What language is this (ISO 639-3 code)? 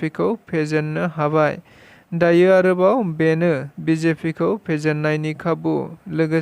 brx